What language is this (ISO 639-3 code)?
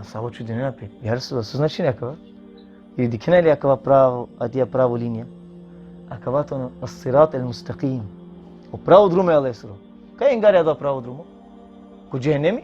rmn